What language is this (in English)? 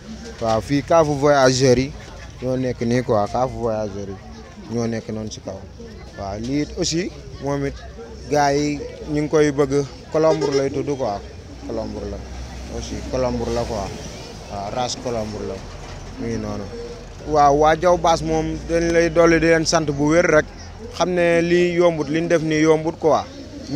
Wolof